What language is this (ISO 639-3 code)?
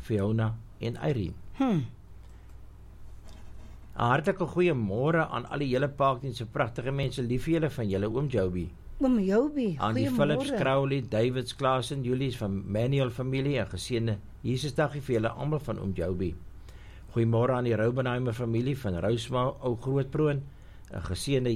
afr